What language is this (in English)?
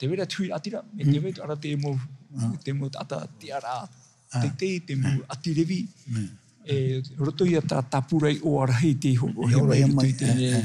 Tahitian